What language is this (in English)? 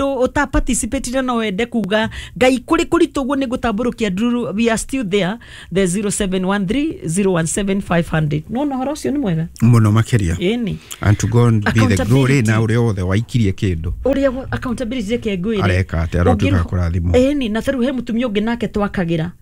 Kikuyu